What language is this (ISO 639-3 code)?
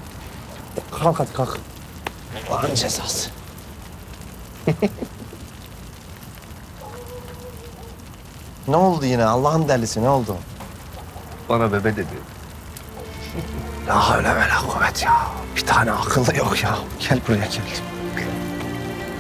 tur